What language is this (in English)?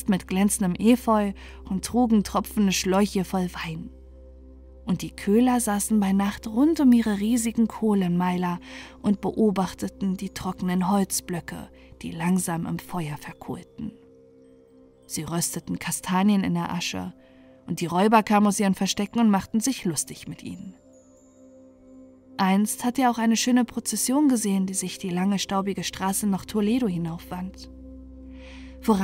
German